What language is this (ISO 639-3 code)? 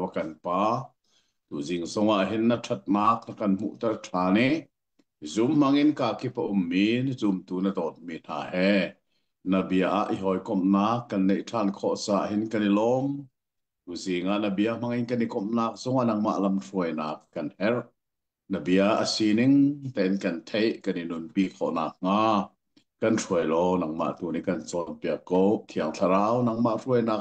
cnh